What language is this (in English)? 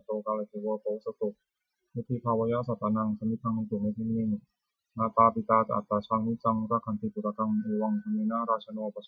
Pali